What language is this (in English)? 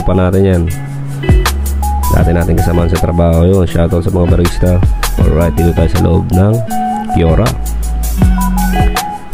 Filipino